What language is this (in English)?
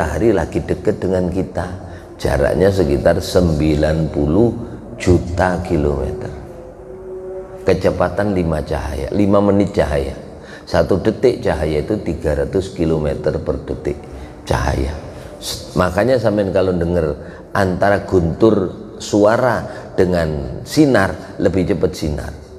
Indonesian